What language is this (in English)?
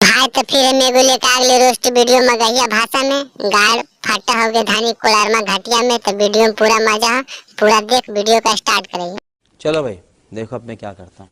Magahi